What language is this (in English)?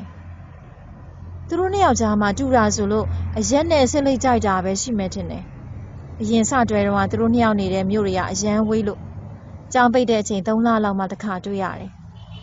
Burmese